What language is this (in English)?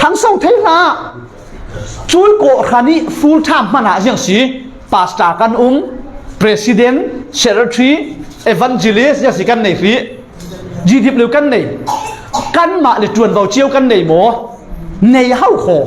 Falam Chin